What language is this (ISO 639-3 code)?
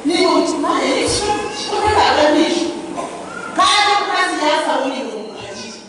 nyn